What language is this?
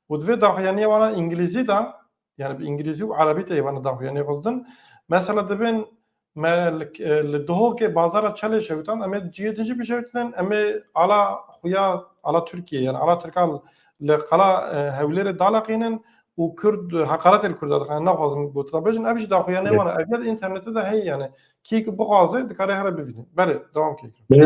Kurdish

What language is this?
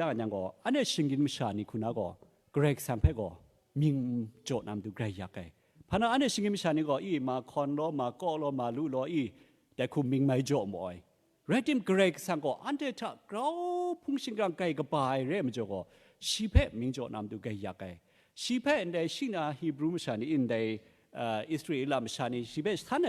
Kachin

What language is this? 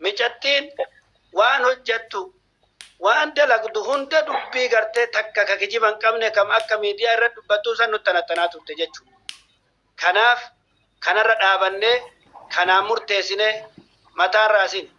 Oromo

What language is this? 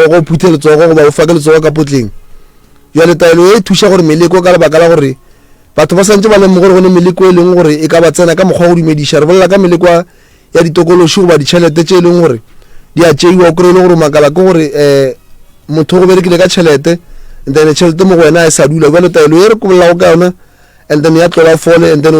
Northern Sotho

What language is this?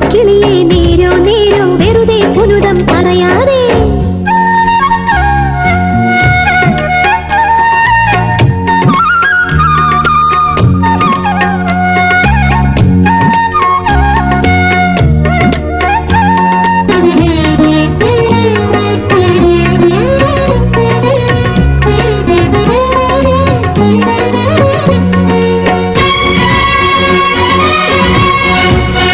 Malayalam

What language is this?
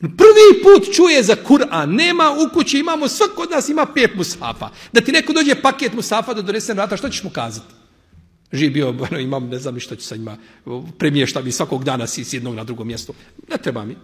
Bosnian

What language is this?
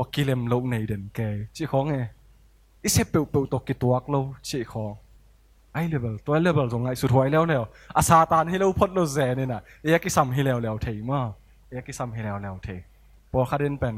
Tedim Chin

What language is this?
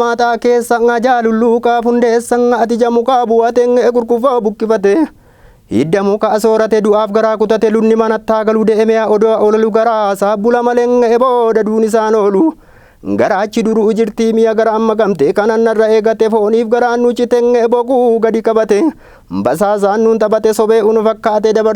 Oromo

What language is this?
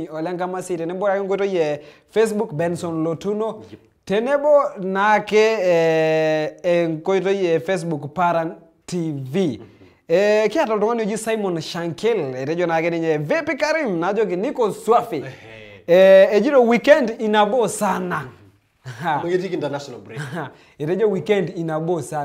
Masai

